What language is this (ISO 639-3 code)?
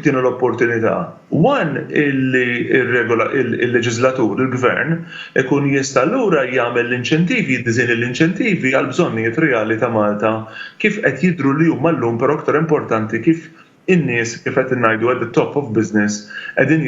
mlt